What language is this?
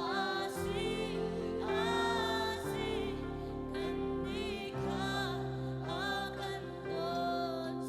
Hakha Chin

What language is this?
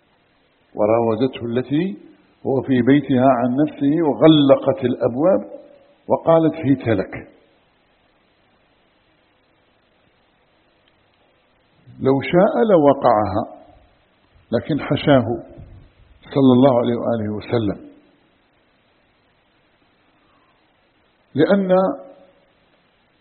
Arabic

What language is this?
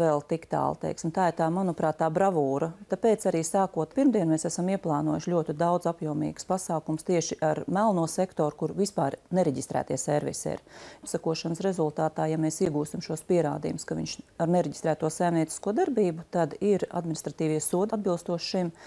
Latvian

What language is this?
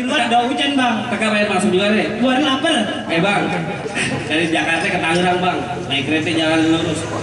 Betawi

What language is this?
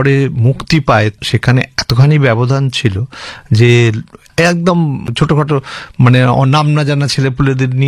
Bangla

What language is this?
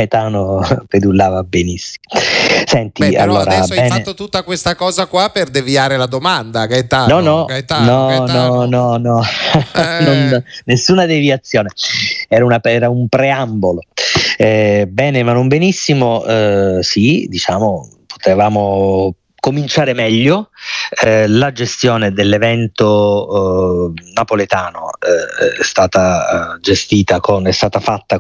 Italian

